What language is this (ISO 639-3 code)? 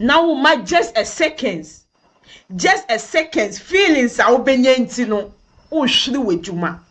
aka